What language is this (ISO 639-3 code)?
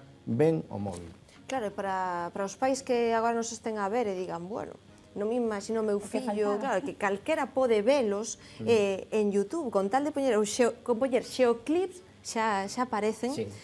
glg